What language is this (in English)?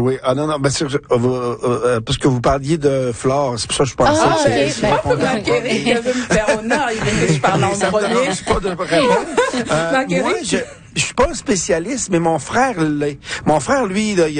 French